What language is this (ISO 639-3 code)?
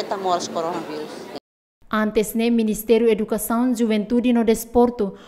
tet